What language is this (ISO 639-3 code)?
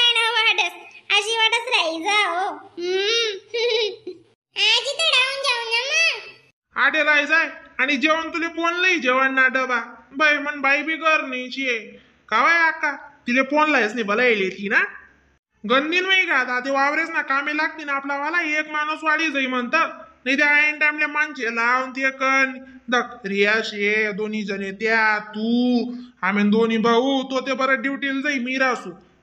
khn